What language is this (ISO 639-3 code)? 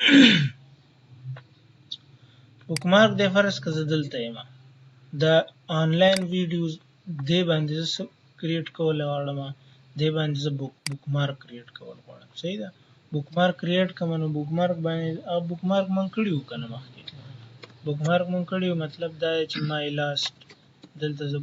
pus